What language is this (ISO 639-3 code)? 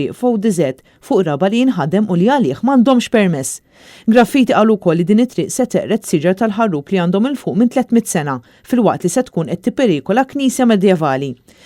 mlt